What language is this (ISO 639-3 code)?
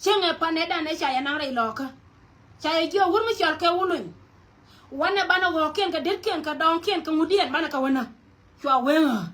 nus